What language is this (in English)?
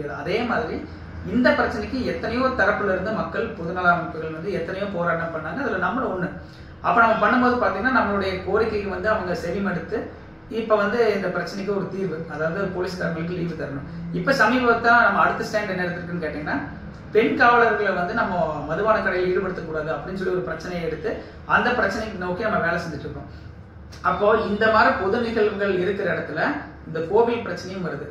Tamil